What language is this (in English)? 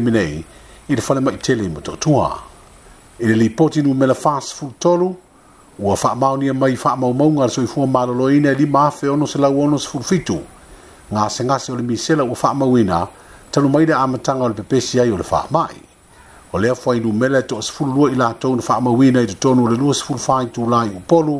Samoan